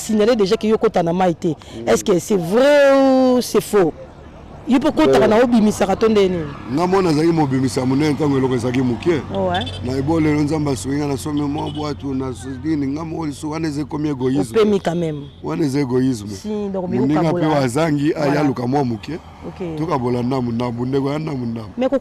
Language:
Lingala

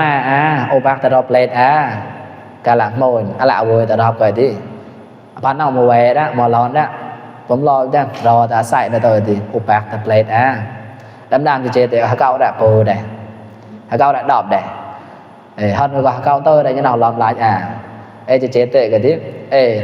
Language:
Mon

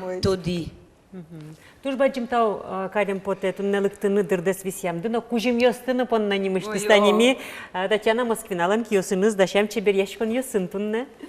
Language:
Udmurt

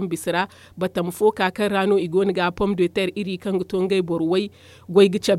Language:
Zarma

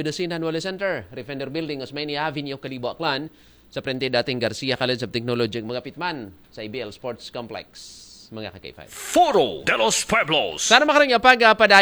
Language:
Aklanon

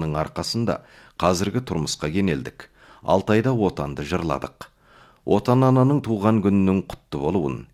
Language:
Kazakh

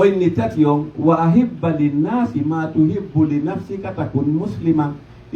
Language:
Pular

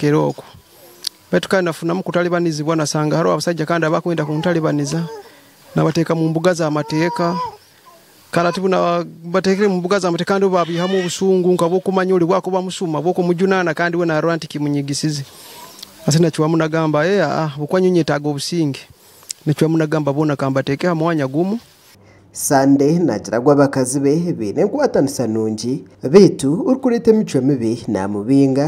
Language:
Nyankole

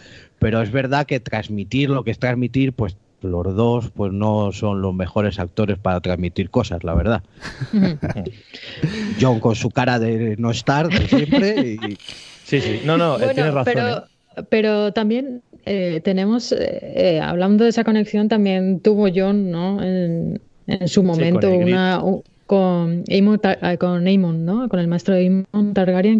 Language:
Spanish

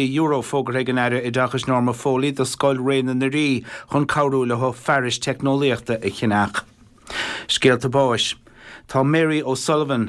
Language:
Irish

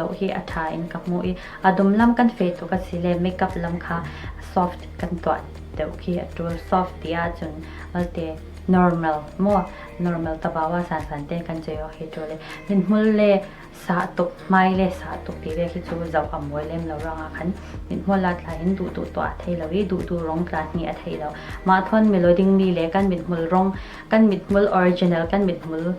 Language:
Falam Chin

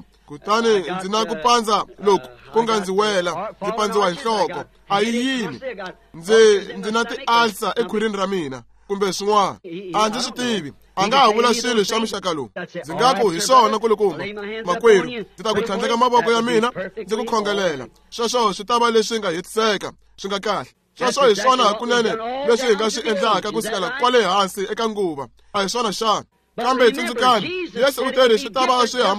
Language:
Tsonga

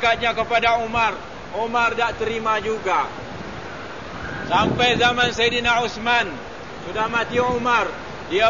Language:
Malay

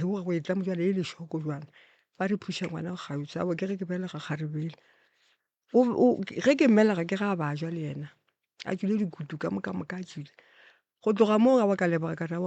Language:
Northern Sotho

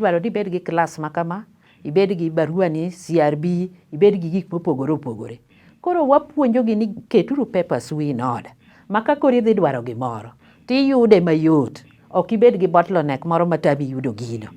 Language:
Luo (Kenya and Tanzania)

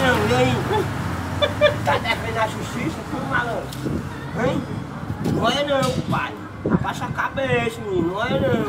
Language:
Portuguese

